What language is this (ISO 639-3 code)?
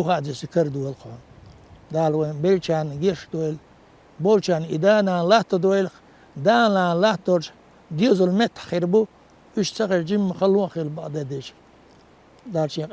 che